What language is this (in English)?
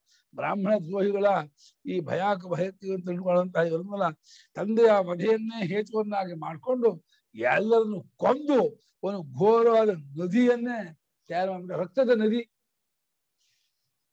Kannada